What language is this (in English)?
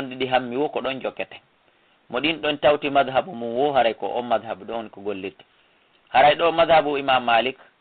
Fula